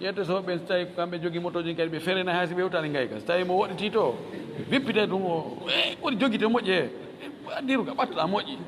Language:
Fula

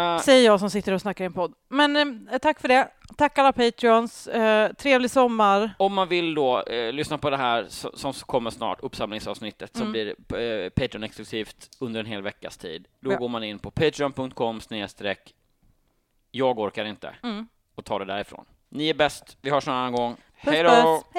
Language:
Swedish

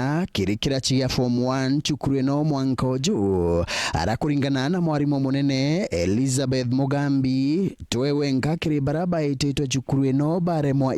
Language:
Meru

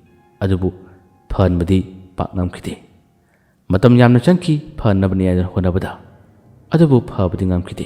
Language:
Manipuri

